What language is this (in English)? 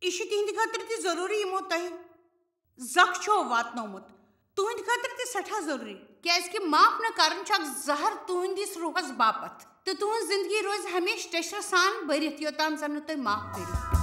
Kashmiri